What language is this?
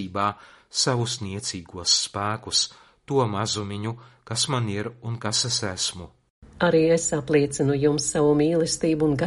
Latvian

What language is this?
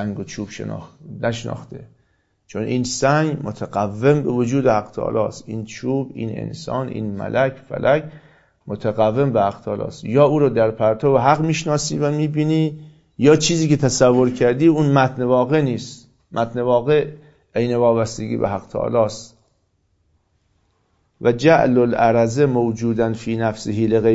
Persian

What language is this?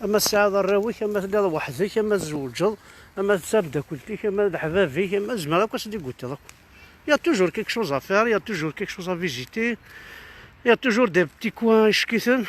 Kabyle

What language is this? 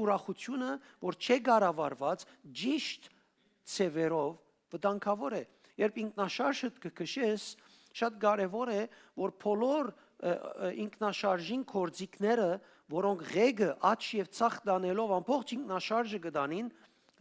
Western Armenian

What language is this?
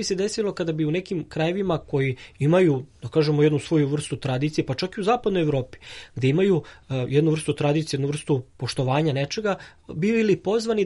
Serbian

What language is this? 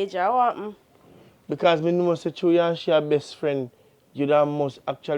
Jamaican Creole English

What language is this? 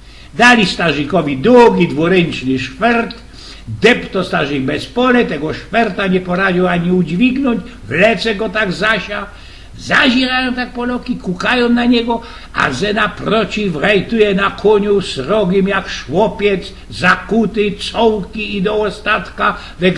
Silesian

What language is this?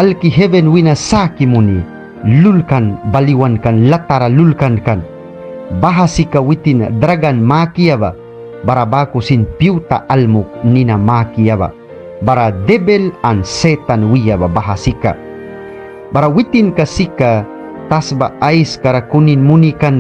Mískito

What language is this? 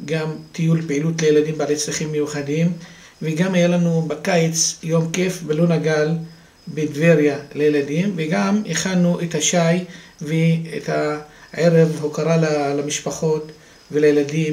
Hebrew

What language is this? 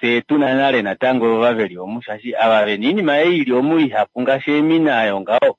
Kuanyama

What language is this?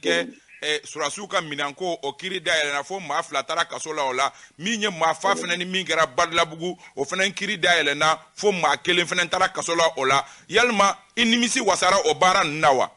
Bambara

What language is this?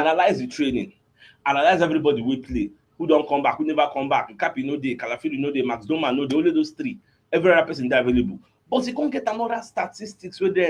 Nigerian Pidgin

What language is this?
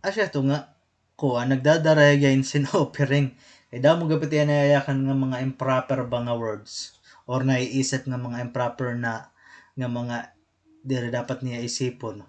Waray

